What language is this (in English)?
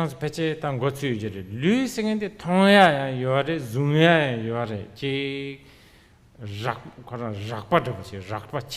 Tibetan